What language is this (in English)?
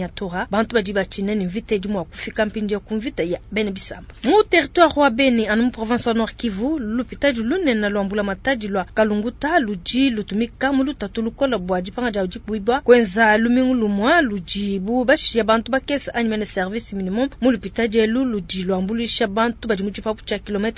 Luba-Lulua